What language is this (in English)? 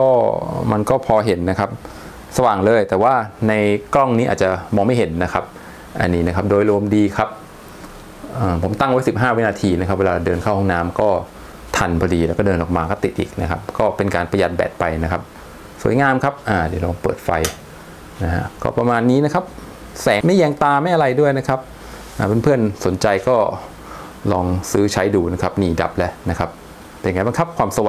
Thai